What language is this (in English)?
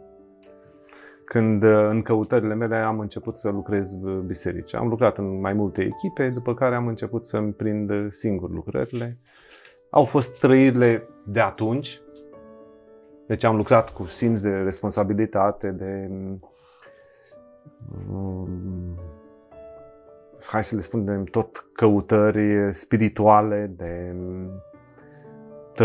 Romanian